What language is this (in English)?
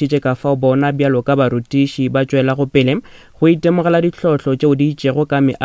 Northern Sotho